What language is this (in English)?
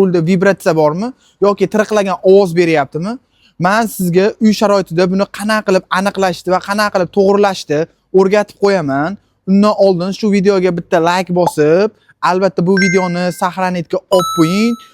Uzbek